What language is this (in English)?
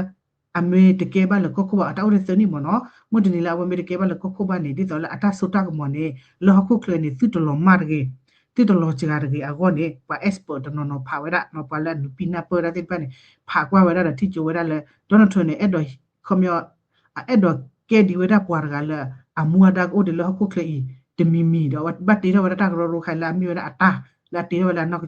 S'gaw Karen